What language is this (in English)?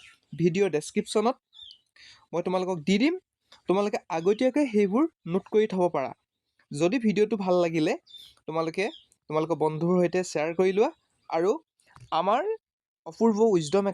Assamese